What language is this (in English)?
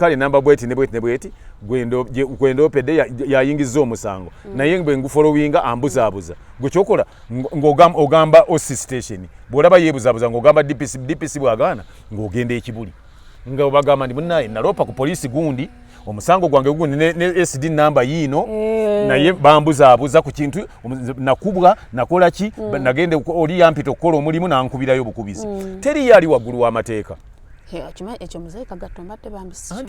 Ganda